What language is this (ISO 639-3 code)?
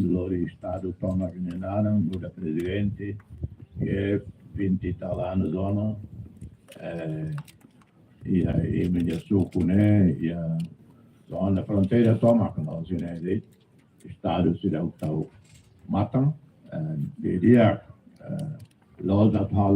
tet